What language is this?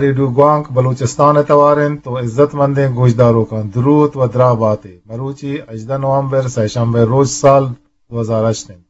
Eastern Balochi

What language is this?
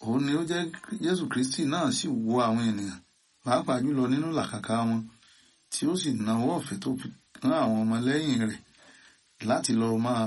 Yoruba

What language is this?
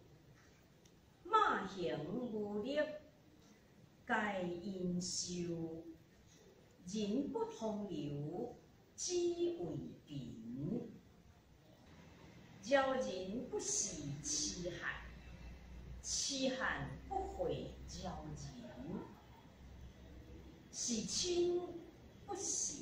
Chinese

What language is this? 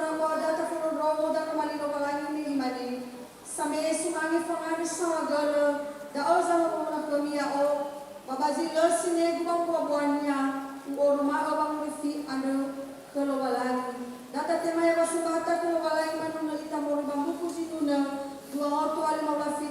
Nias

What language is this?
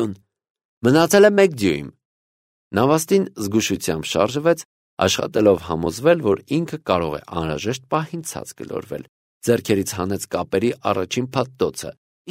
Armenian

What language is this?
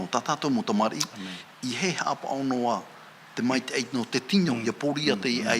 Tahitian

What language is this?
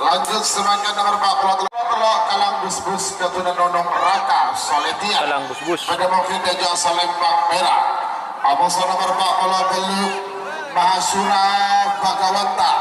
Madurese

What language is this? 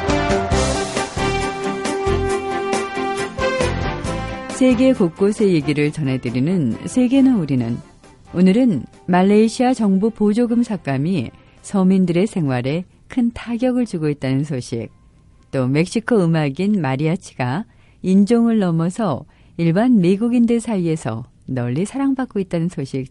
Korean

